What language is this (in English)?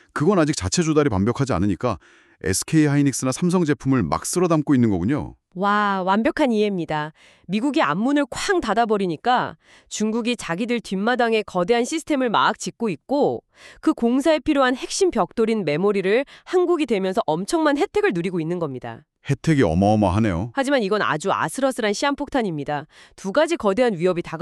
Korean